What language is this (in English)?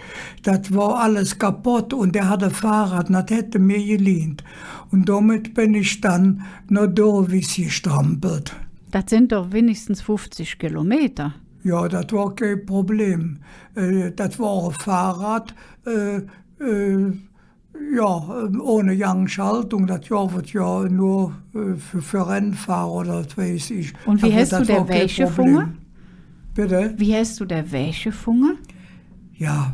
Colognian